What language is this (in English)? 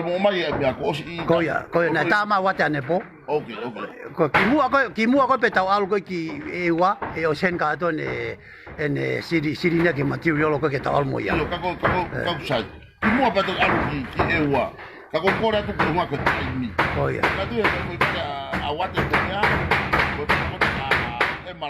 Tongan